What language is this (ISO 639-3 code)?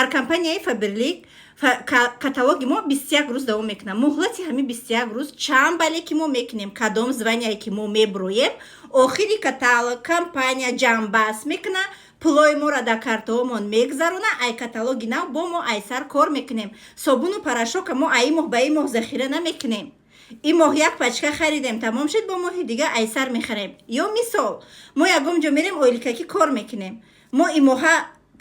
tgk